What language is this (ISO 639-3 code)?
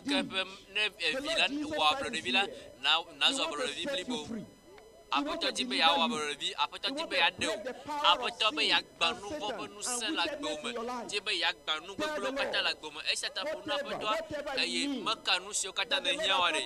ewe